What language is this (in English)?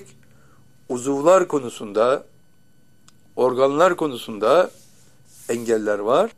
Turkish